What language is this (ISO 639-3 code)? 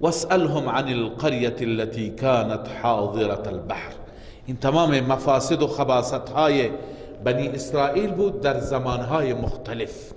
fas